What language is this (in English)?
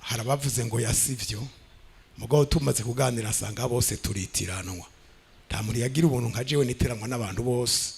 Rundi